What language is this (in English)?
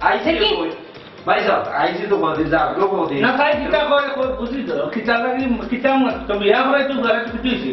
Sylheti